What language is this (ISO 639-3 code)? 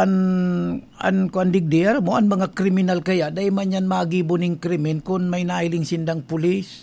bik